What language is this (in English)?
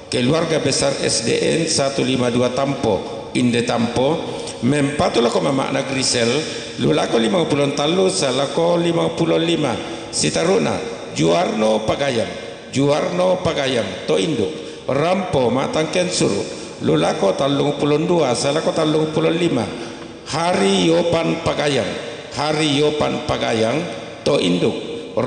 Toraja-Sa'dan